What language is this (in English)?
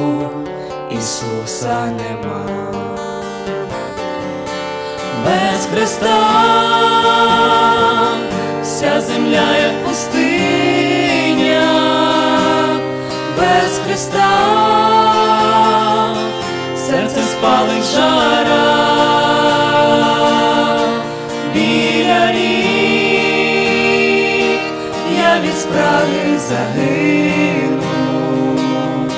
Ukrainian